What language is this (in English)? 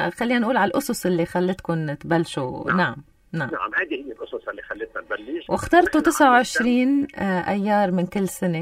North Levantine Arabic